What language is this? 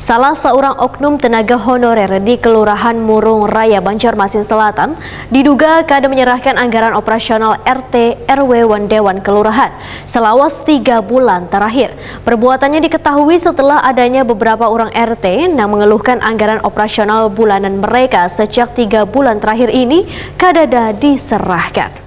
Banjar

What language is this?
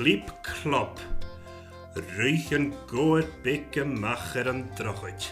Scottish Gaelic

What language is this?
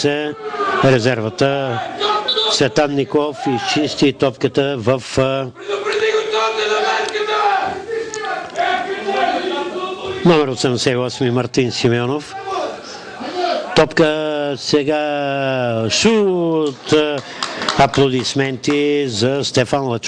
Bulgarian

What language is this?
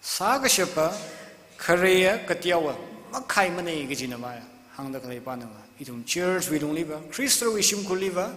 Tangkhul Naga (India)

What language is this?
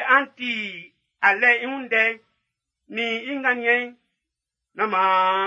Baoulé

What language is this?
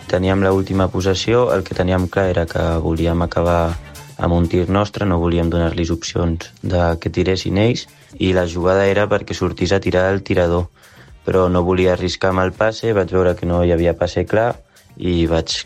Catalan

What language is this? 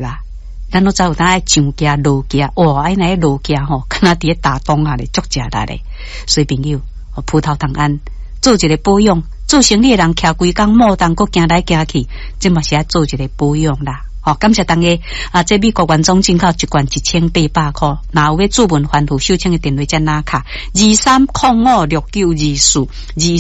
Min Nan Chinese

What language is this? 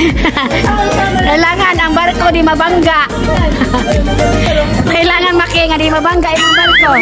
Cebuano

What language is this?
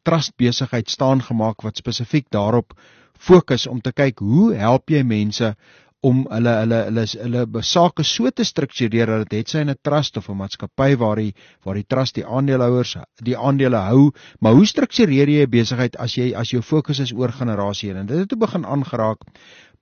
Afrikaans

